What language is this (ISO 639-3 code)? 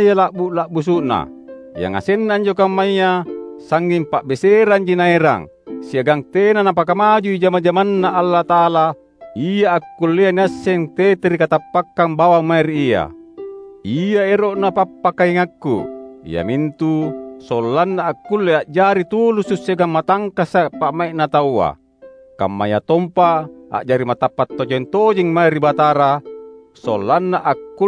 mak